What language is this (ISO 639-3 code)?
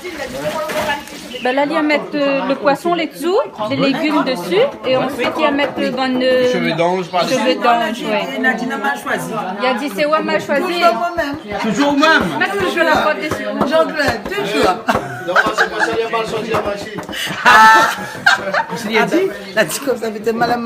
rcf